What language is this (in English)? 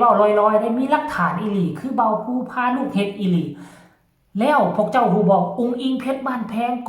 Northeastern Thai